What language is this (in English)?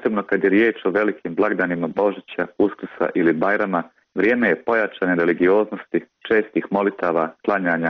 Bosnian